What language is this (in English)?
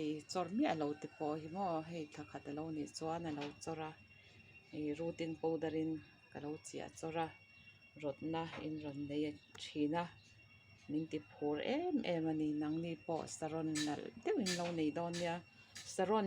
Mizo